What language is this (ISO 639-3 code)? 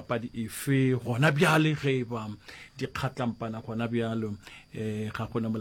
nso